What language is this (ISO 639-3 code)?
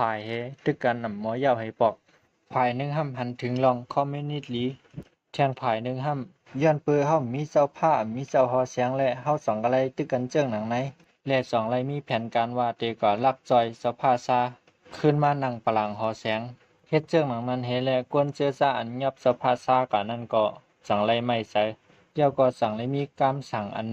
shn